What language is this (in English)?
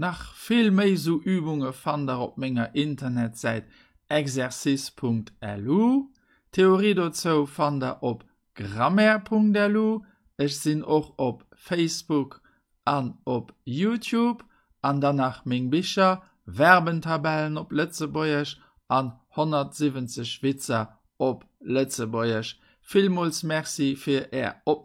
Luxembourgish